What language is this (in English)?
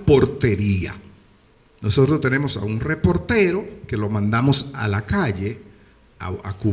Spanish